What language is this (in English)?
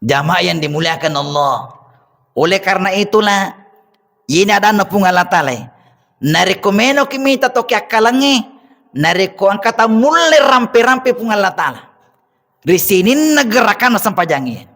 Buginese